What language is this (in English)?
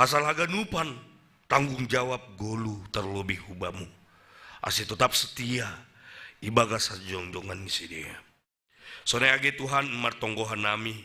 Batak Simalungun